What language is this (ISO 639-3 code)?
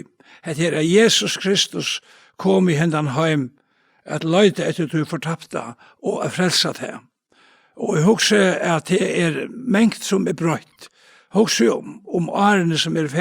fao